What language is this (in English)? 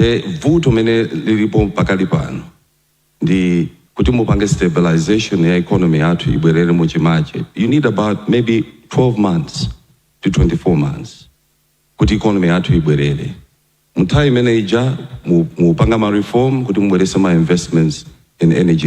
Nyanja